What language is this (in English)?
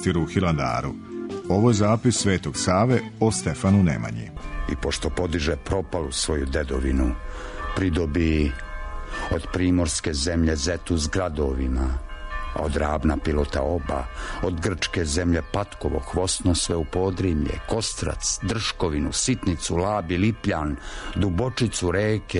Serbian